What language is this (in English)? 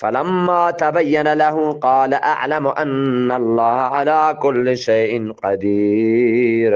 Eastern Balochi